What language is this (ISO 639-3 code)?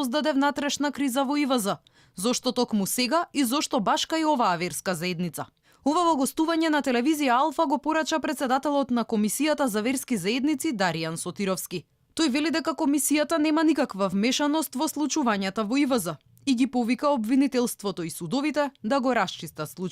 mkd